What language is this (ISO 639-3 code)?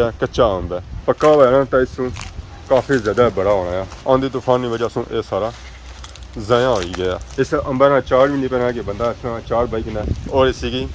phr